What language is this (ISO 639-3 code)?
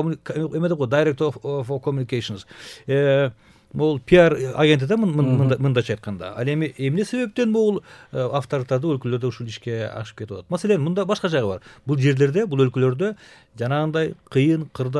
kir